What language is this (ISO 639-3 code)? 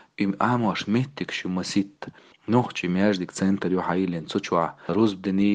che